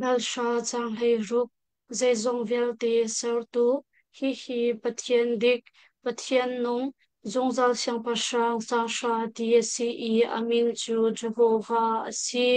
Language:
Hakha Chin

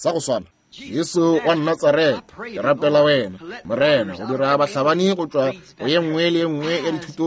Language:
Northern Sotho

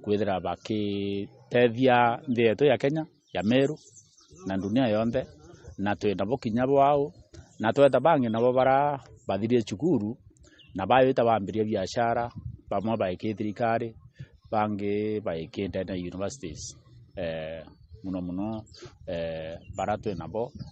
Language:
Meru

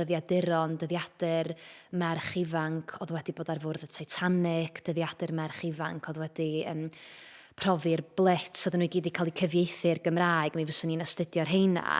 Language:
Welsh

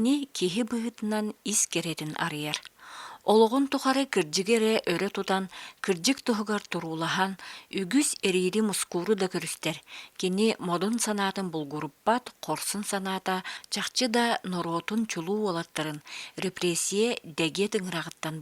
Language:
Yakut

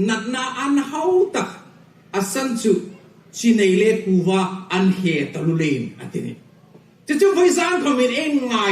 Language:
Hmar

